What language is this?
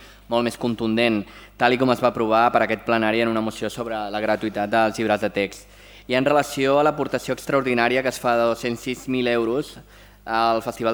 Catalan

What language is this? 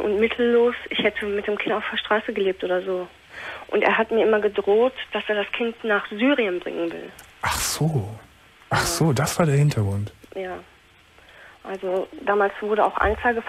German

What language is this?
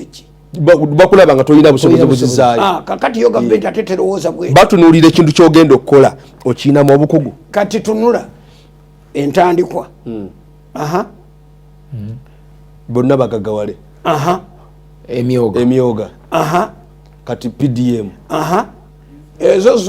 Ganda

